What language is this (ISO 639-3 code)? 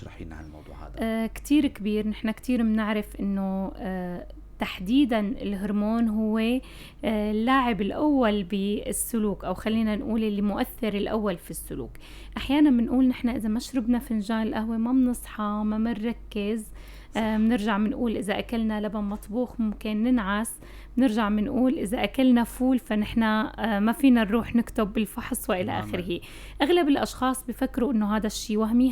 apc